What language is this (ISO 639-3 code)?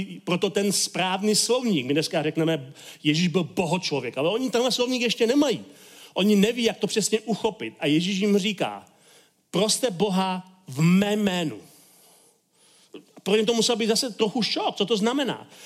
ces